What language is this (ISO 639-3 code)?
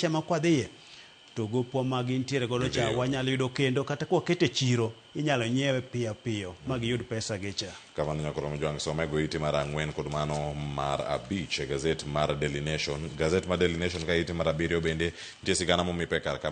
luo